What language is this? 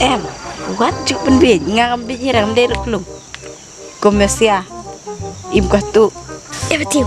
Khasi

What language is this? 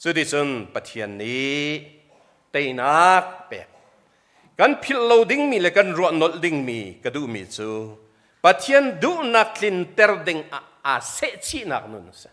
Hakha Chin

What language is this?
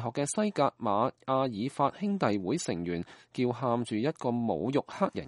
Cantonese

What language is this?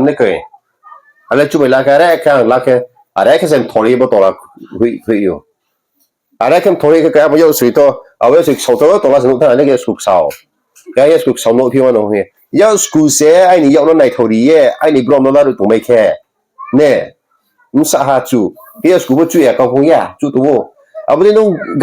Riang (India)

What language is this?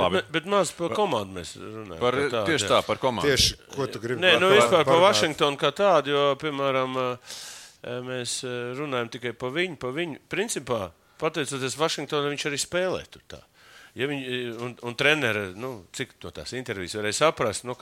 Latvian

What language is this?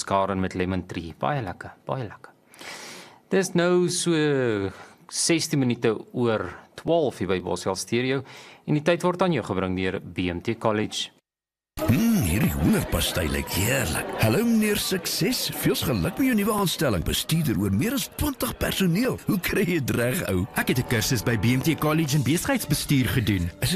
Afrikaans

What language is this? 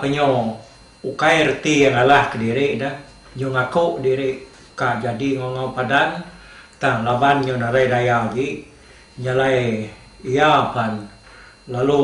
Iban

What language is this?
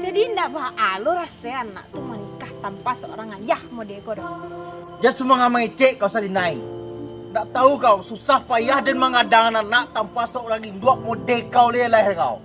Minangkabau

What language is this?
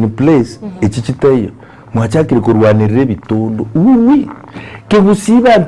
Gusii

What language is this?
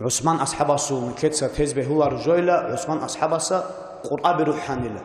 Avaric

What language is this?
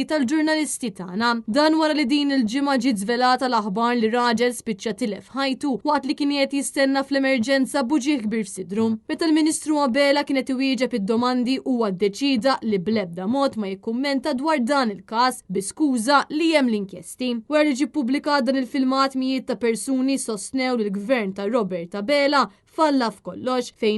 Maltese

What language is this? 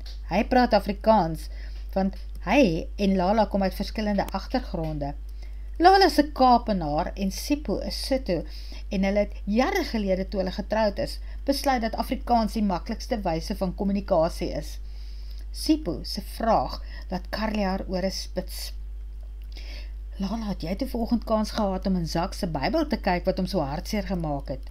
Afrikaans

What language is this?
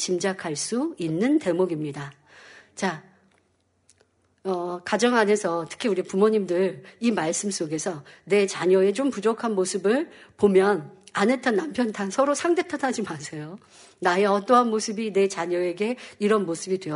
Korean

